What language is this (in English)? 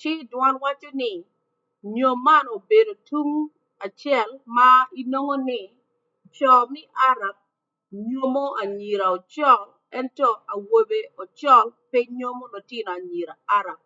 Acoli